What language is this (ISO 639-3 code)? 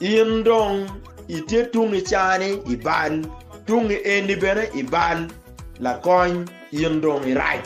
ach